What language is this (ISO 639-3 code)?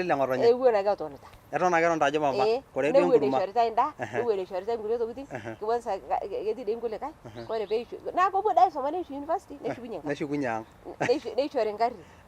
mas